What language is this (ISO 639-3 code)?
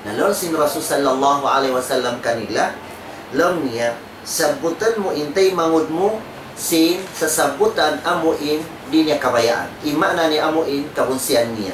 tsg